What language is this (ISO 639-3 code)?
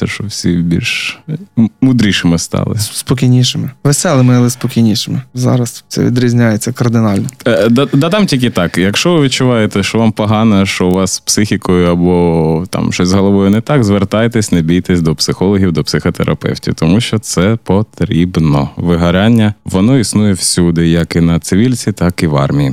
ukr